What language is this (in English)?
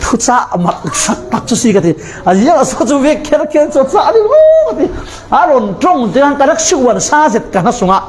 Falam Chin